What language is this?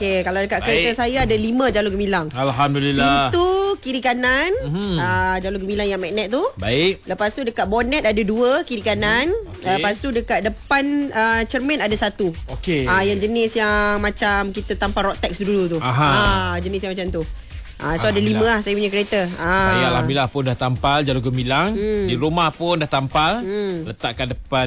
Malay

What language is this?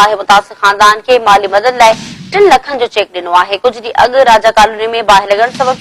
Sindhi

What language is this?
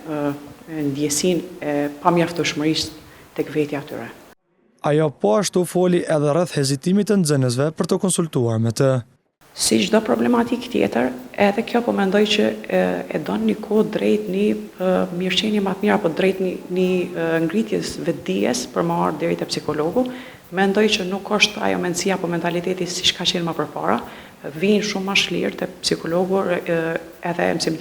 Albanian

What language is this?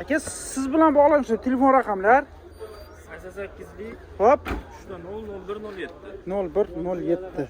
Uzbek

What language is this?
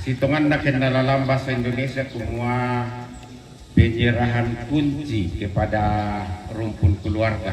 Toraja-Sa'dan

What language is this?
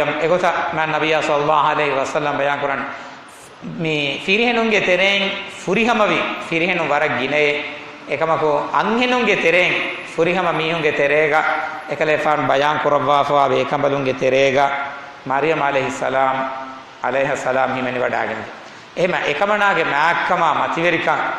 Divehi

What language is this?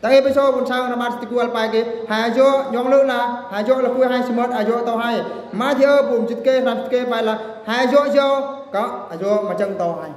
Eastern Bru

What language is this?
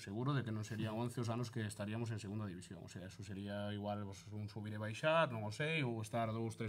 Galician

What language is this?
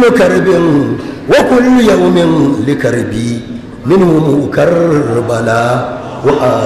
Hausa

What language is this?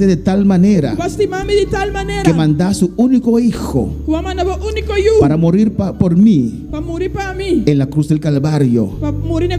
Papiamento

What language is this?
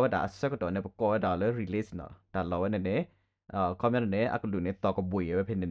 S'gaw Karen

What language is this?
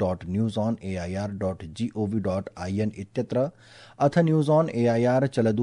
Sanskrit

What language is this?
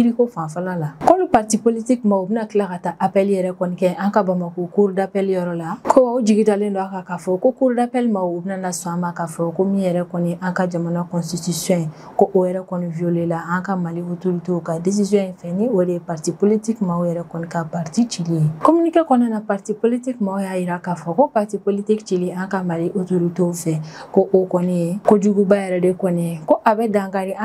Bambara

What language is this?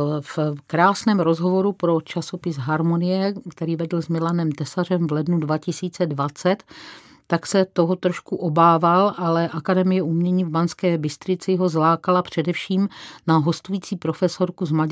Czech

